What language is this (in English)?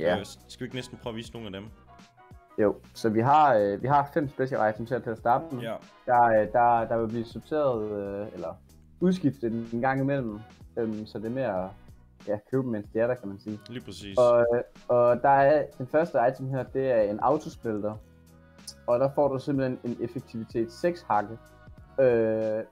Danish